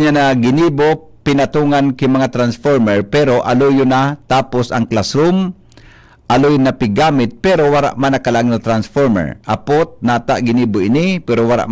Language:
Bikol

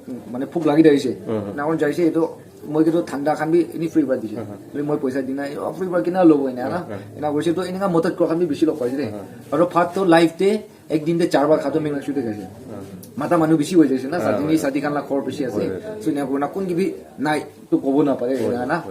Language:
Naga Pidgin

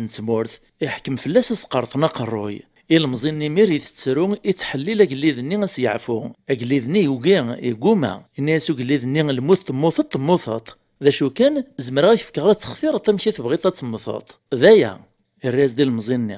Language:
Kabyle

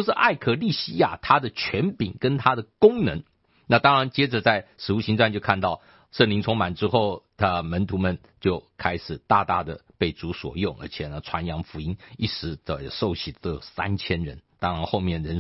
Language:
Chinese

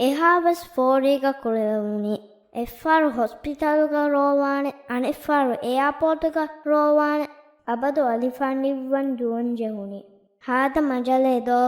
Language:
Divehi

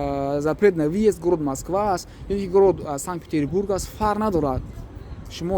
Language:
Tajik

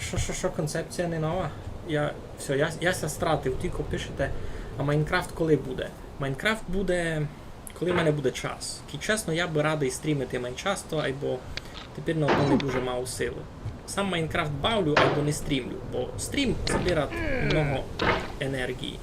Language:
Rusyn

